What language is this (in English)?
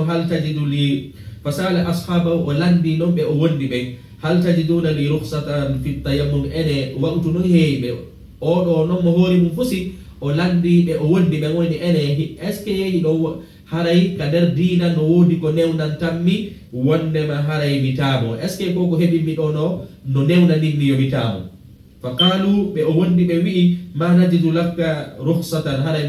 Fula